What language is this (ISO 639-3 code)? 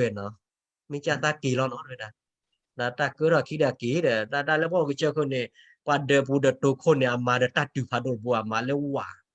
ksw